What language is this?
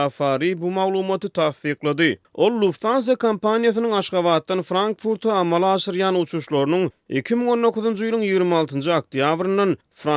Turkmen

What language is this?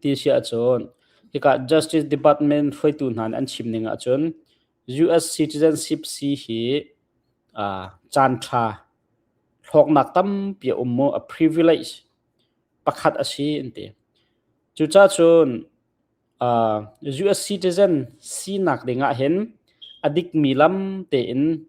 Hakha Chin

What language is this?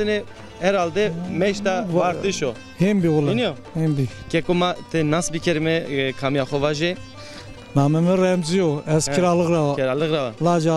Zaza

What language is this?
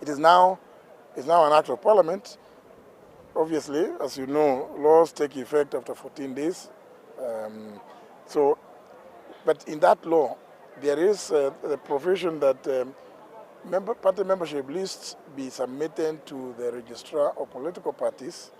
Gusii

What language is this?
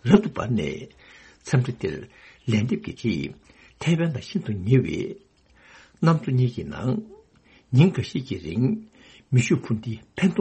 Tibetan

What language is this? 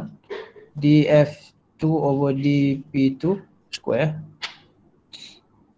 Malay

